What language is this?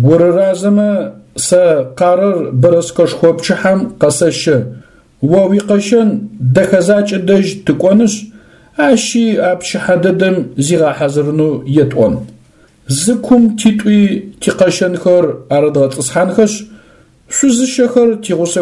Adyghe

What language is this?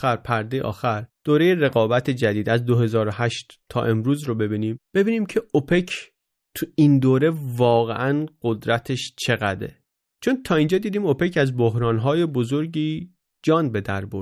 Persian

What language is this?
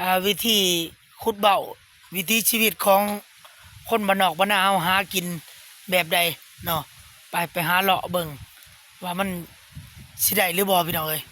Lao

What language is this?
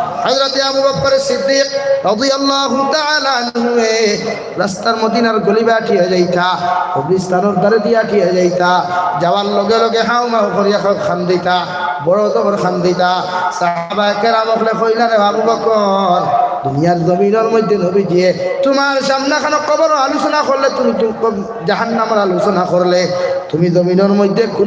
Sylheti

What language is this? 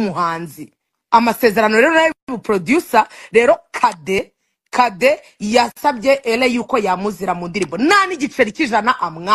Kinyarwanda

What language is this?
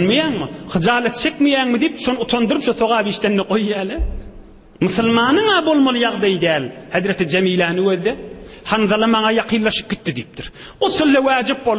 Turkmen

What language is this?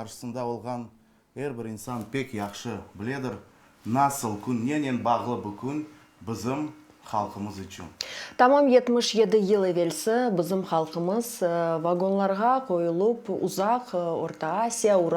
Crimean Tatar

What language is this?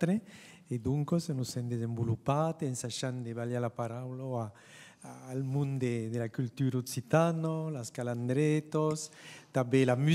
Occitan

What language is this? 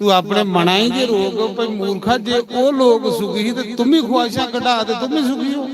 Dogri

